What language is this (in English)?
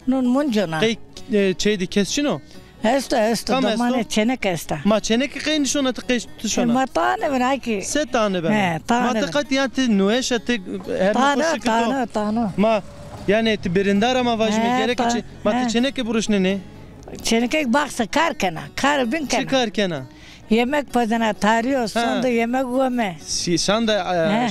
Zaza